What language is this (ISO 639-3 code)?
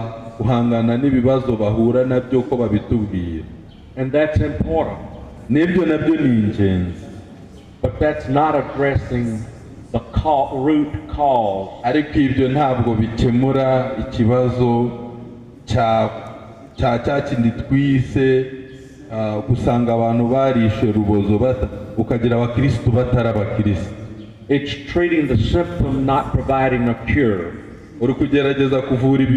kin